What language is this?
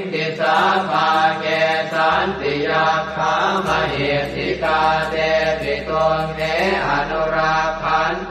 Pali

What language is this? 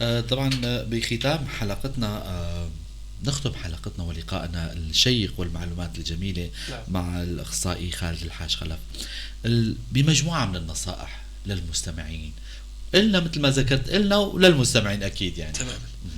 North Levantine Arabic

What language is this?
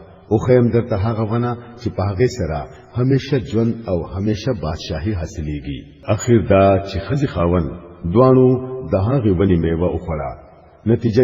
Pashto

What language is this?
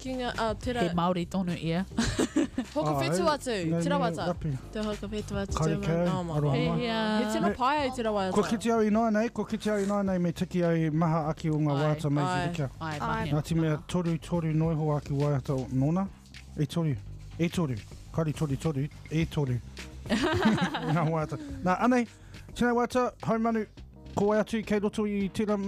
Māori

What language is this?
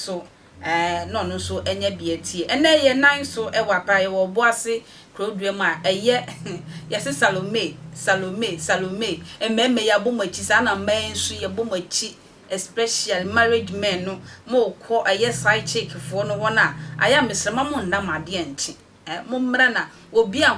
Akan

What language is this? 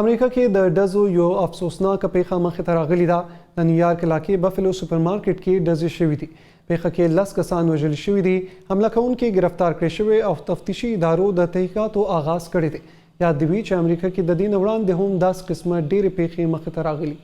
Pashto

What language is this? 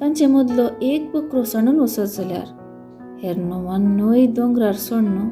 Konkani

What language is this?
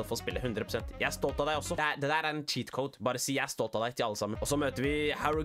Norwegian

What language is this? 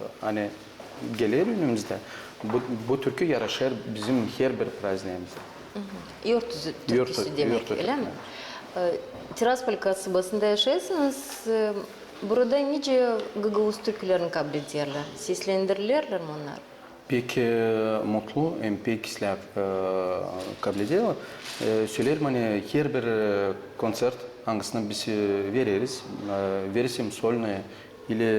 Gagauz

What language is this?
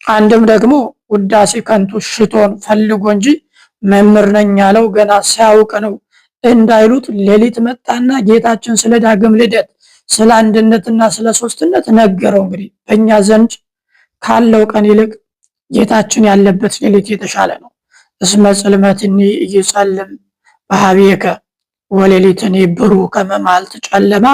Amharic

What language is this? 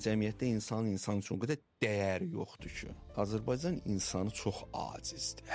Azerbaijani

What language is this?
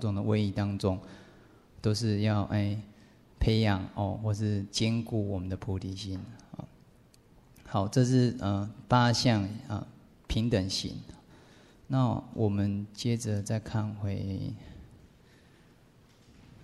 Chinese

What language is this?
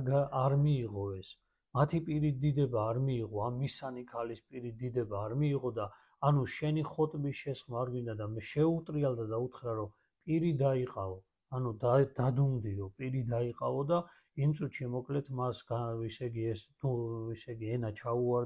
Georgian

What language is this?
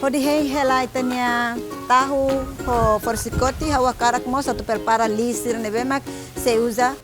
Tetum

